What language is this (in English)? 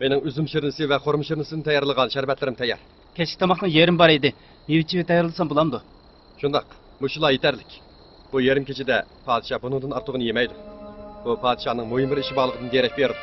Uyghur